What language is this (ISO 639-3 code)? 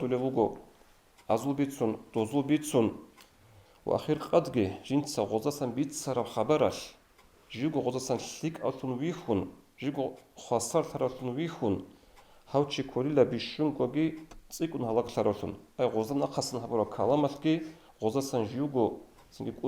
ava